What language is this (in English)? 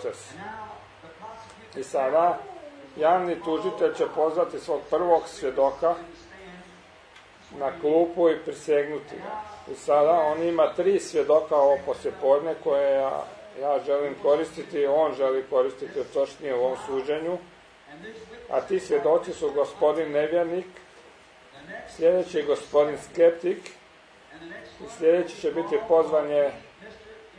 Croatian